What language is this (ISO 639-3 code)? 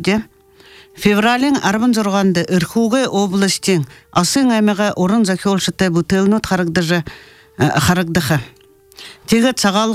bua